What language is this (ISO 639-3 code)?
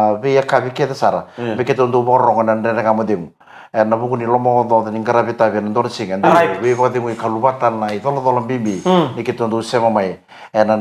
fij